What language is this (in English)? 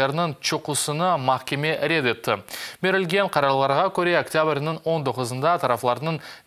Crimean Tatar